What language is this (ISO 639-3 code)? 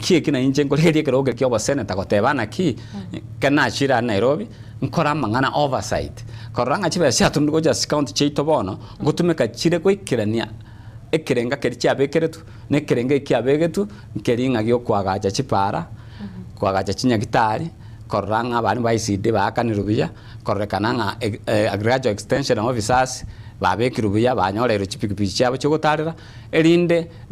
guz